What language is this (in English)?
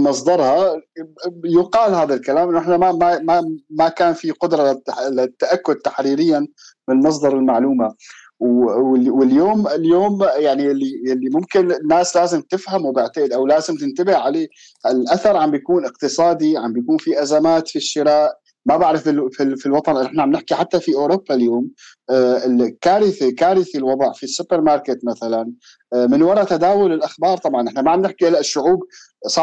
North Levantine Arabic